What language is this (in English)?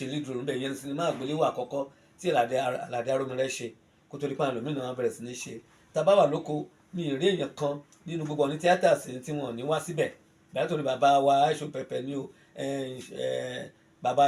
Yoruba